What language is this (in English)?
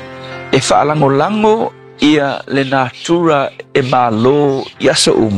Samoan